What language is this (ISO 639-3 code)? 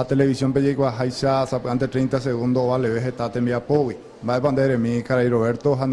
grn